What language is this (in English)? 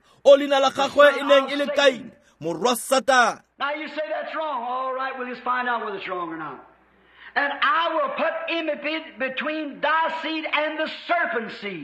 Tswana